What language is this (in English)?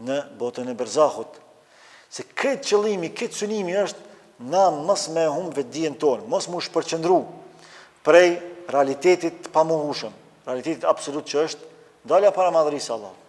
Albanian